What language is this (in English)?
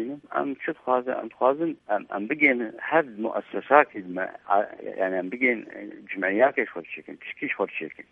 Kurdish